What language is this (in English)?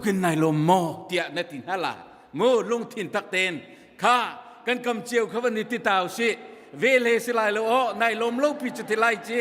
Hakha Chin